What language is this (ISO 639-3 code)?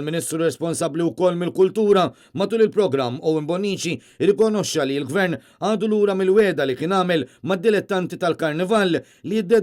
mlt